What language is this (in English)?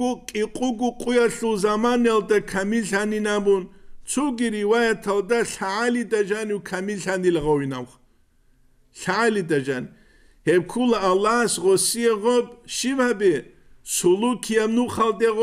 Avaric